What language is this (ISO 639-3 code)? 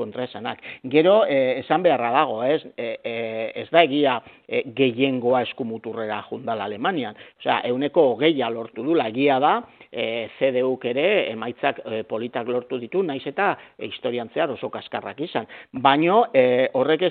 eus